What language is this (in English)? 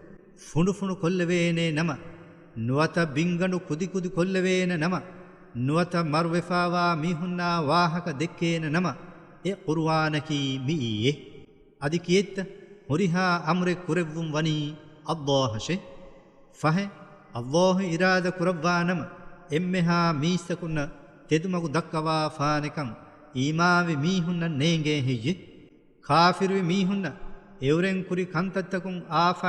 Divehi